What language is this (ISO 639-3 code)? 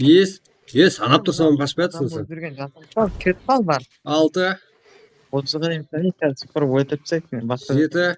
kaa